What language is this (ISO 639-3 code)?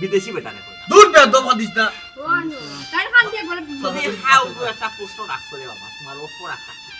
syl